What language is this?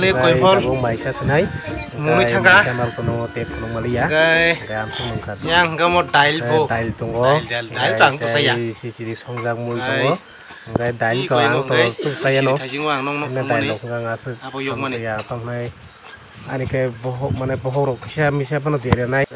Kok Borok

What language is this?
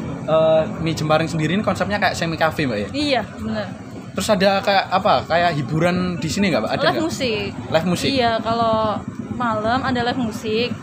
Indonesian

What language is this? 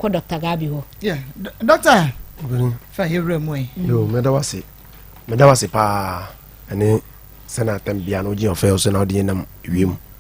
Akan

